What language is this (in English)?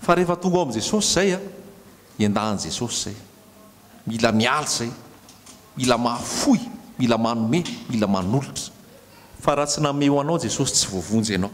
Malagasy